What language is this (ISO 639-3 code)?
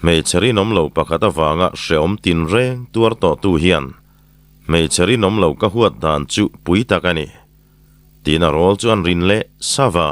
lus